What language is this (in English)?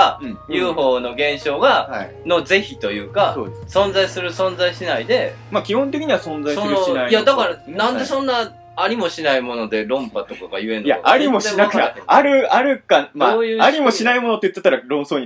Japanese